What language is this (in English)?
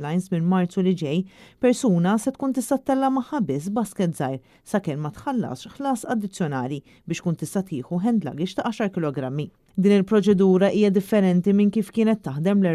Maltese